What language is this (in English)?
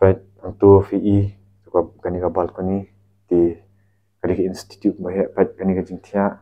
Khasi